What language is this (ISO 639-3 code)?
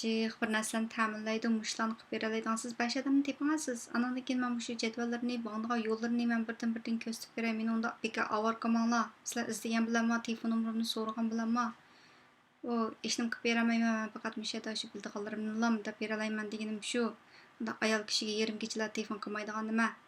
uig